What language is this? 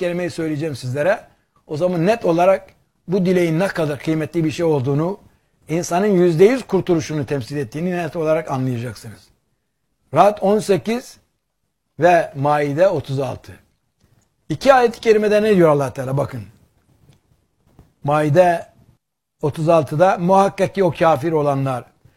Turkish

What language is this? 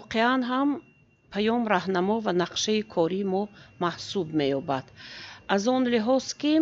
Tajik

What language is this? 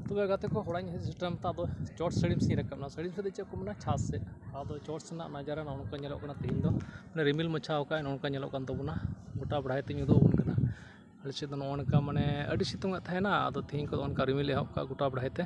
Santali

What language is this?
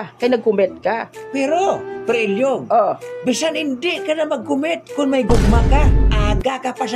Hiligaynon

